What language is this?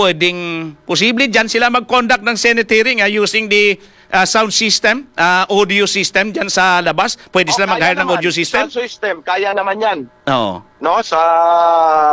Filipino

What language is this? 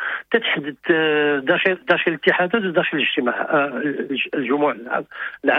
Moroccan Arabic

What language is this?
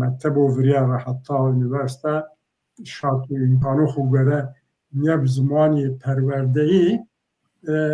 Zaza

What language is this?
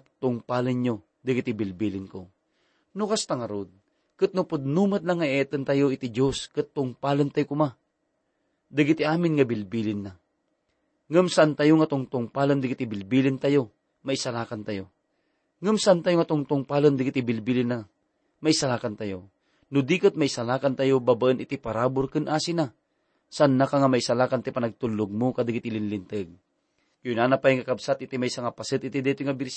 Iloko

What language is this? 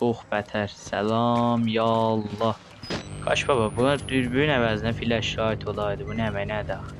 South Azerbaijani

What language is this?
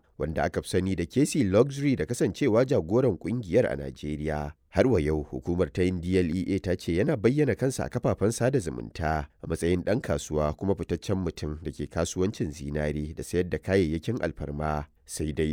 Hausa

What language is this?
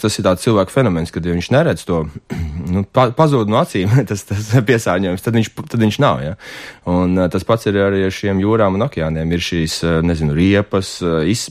Latvian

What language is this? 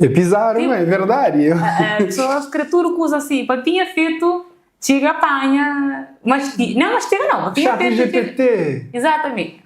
Kabuverdianu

